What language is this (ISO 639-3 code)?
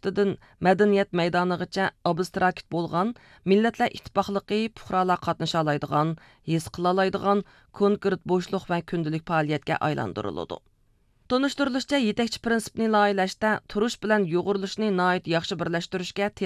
uig